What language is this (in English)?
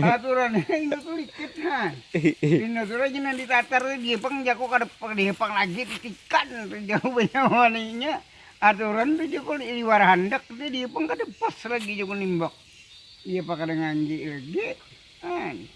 Banjar